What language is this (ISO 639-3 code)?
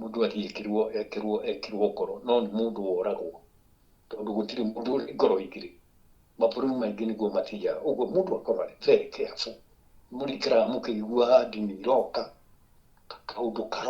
kik